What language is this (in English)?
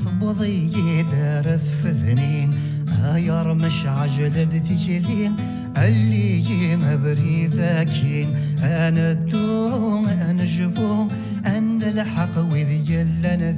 Kabyle